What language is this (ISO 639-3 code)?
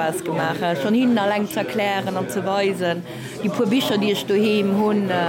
ltz